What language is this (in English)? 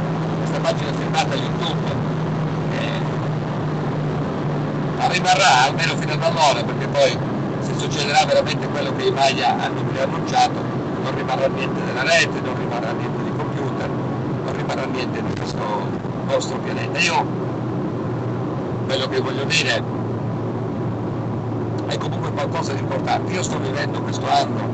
Italian